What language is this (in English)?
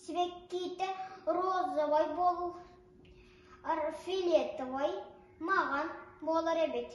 Yakut